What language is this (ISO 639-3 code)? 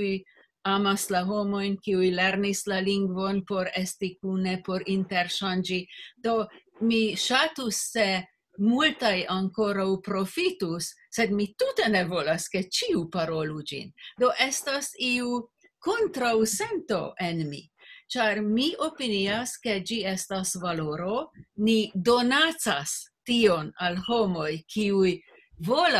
epo